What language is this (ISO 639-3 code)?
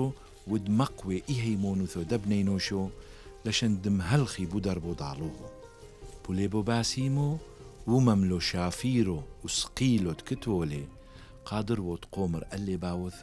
tru